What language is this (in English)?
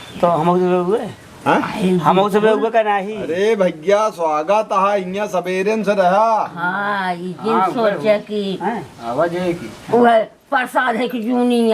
Awadhi